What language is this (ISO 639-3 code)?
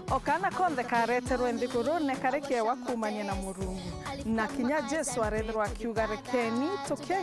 mer